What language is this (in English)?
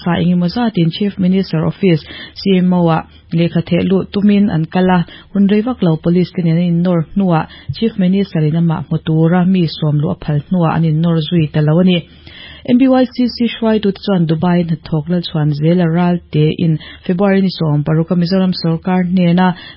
Mizo